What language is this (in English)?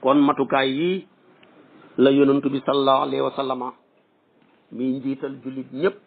Wolof